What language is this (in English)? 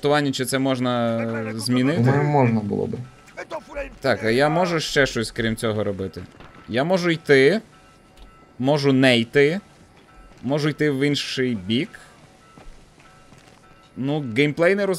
Ukrainian